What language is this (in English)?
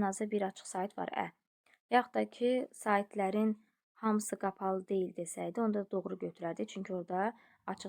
Azerbaijani